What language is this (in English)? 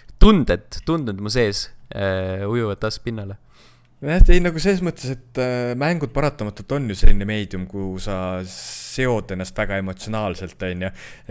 Estonian